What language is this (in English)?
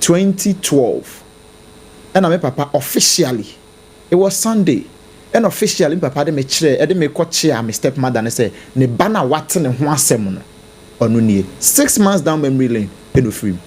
Akan